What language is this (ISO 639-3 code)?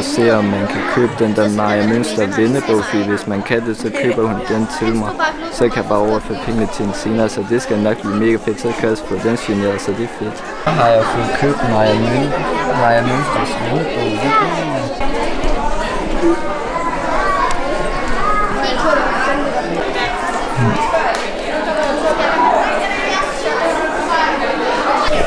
dan